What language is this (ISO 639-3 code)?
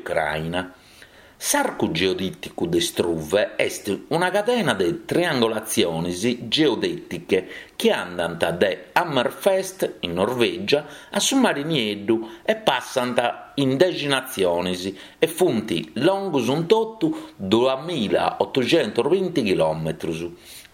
srd